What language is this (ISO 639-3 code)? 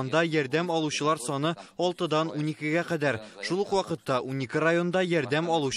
tat